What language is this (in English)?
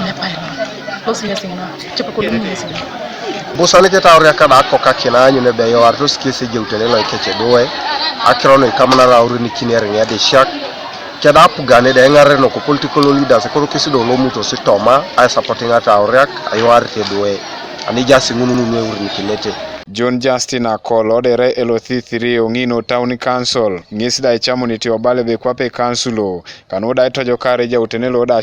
Teso